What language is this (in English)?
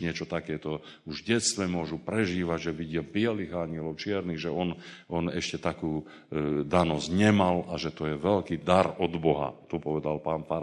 Slovak